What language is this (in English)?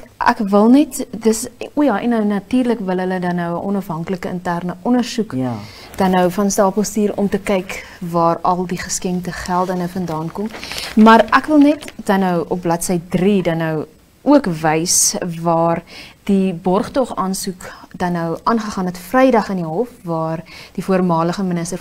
Afrikaans